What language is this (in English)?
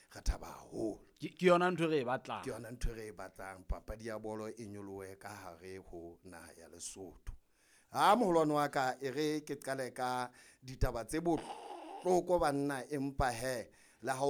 Southern Sotho